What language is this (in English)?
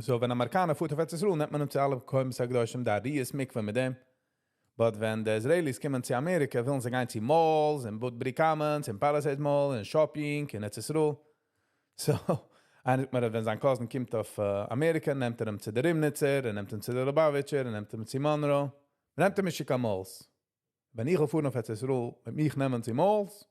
Yiddish